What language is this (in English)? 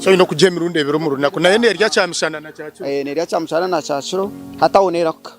Nyankole